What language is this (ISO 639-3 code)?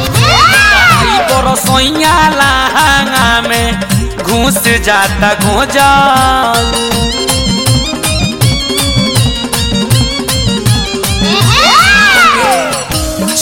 bho